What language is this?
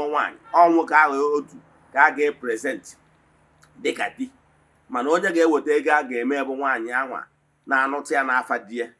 Igbo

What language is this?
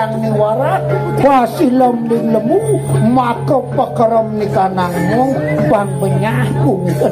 Balinese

